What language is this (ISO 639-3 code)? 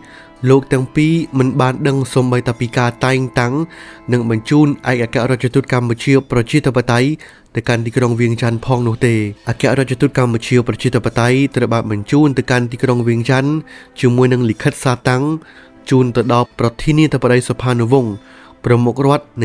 khm